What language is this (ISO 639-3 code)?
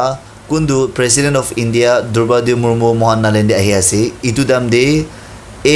nag